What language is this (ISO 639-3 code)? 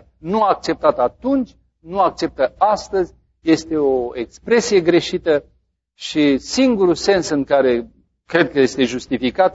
ron